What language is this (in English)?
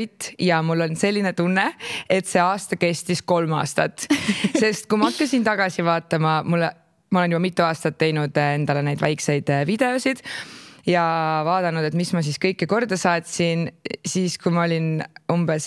Estonian